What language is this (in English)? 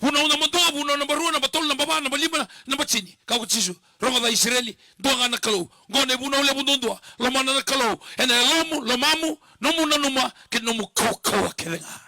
Fijian